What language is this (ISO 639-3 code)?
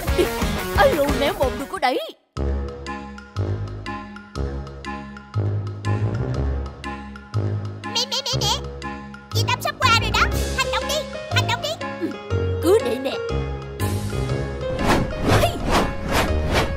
vie